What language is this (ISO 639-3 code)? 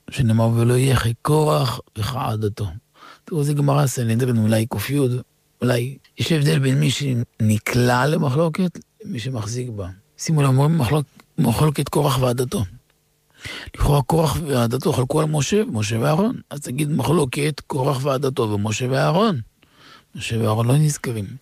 heb